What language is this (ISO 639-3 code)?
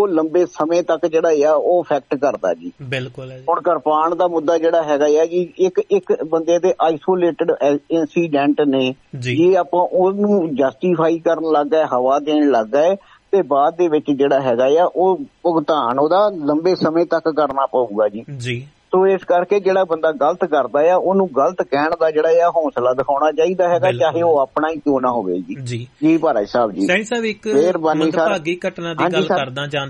pan